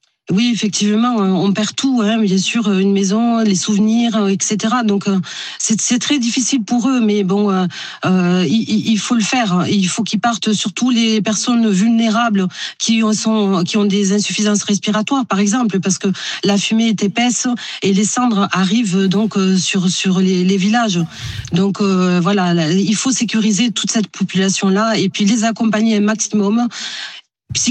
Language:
French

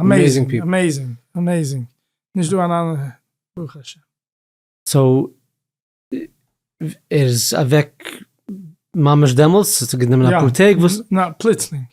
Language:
Yiddish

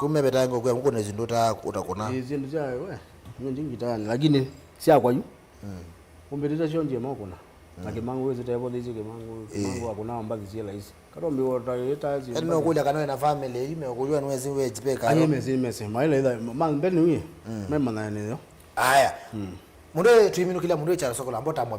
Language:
Kamba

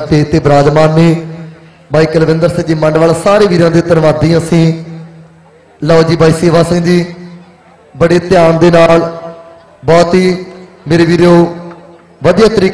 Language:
Punjabi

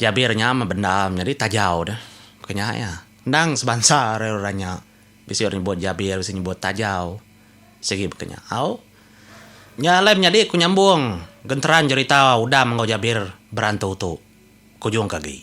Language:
Iban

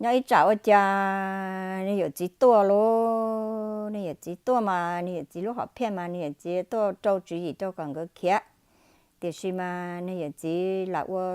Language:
Hmong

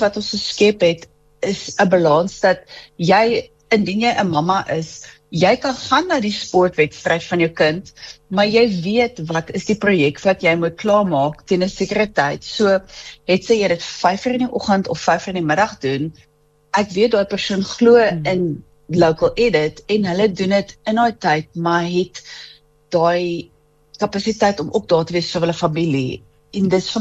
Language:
Afrikaans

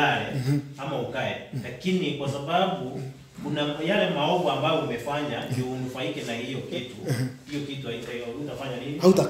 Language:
Swahili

